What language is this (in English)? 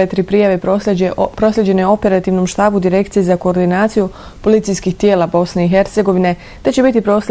Bosnian